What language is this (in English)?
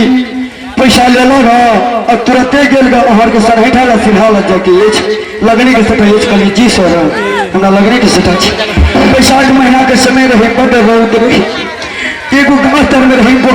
Maithili